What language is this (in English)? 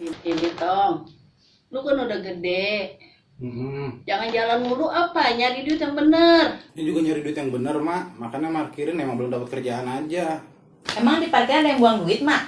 Betawi